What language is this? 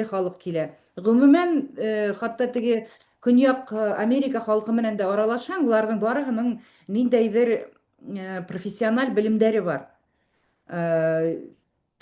Bashkir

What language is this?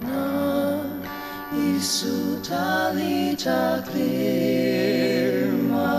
Ao Naga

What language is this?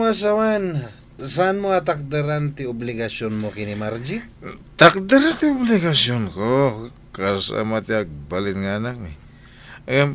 Iloko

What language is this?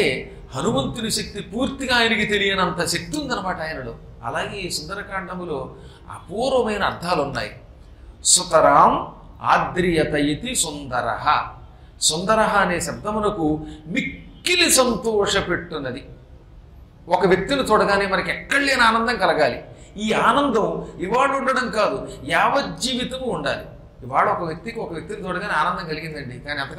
Telugu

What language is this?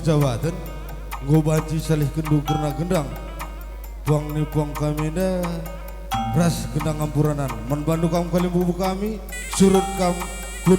Batak Karo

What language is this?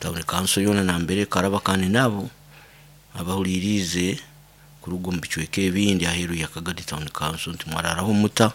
Nyoro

